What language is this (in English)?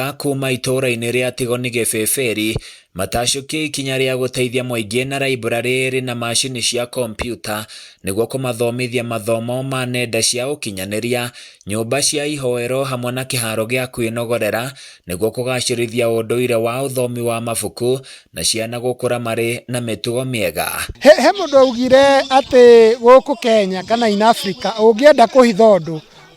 Kikuyu